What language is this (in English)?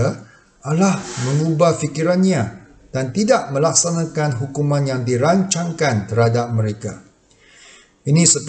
Malay